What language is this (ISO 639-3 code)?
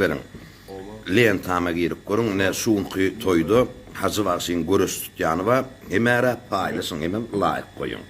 tuk